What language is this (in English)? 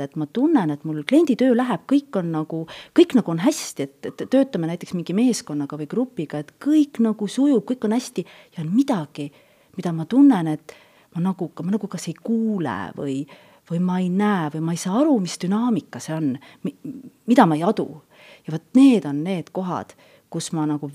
Estonian